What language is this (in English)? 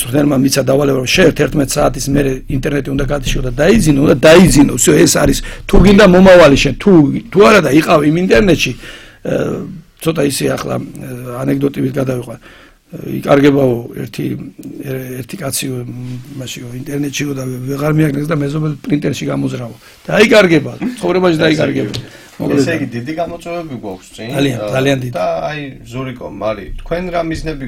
Georgian